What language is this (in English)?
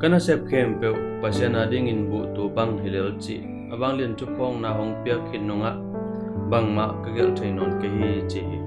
Tedim Chin